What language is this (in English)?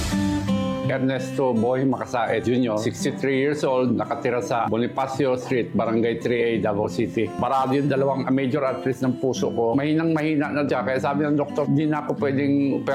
Filipino